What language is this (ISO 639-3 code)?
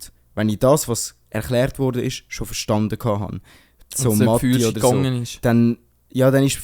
gsw